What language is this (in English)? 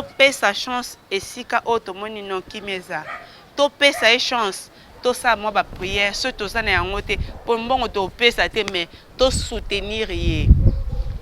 Lingala